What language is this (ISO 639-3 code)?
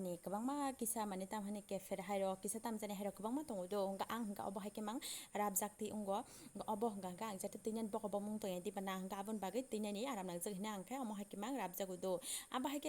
trp